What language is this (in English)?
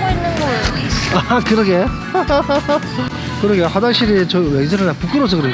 Korean